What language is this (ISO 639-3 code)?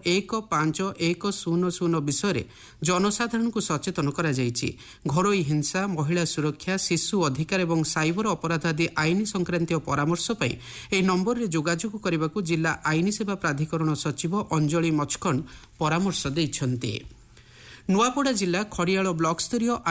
ori